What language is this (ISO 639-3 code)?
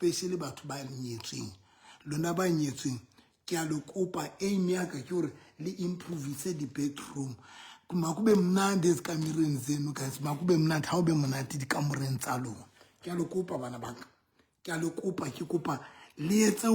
sot